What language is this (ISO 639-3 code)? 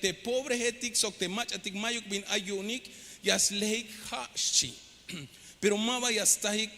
tzh